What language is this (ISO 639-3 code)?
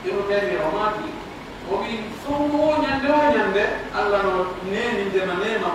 fuf